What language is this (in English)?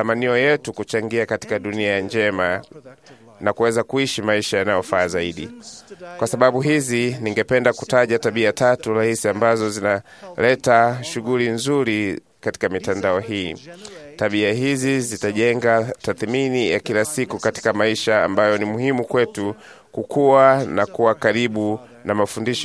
Swahili